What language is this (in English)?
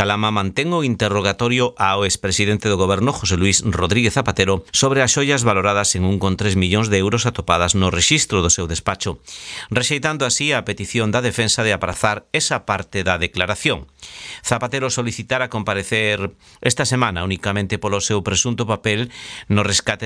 Galician